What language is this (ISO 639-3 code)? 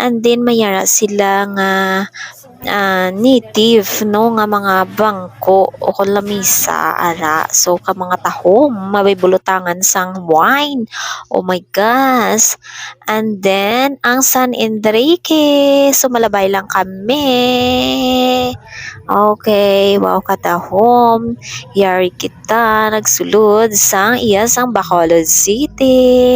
hil